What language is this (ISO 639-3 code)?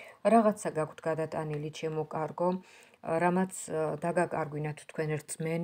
kat